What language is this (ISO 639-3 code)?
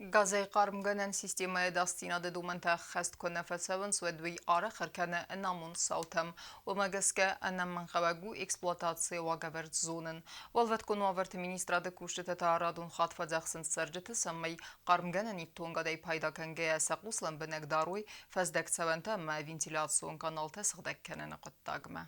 oss